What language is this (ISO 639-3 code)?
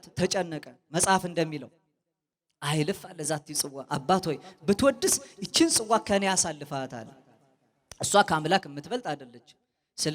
amh